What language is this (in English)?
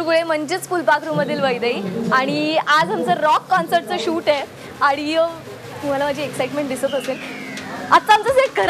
Marathi